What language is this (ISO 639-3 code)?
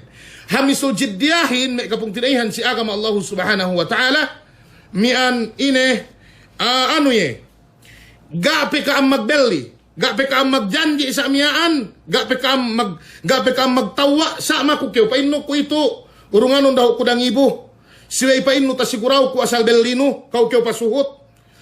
yka